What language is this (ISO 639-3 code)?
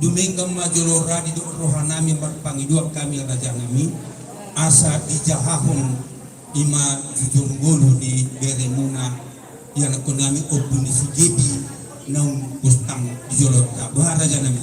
bbc